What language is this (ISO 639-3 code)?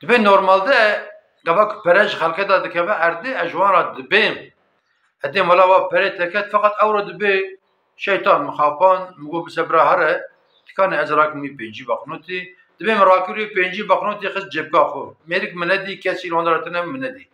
kur